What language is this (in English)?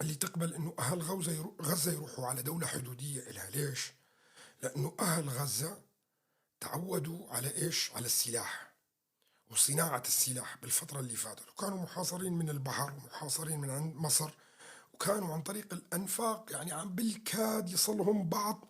North Levantine Arabic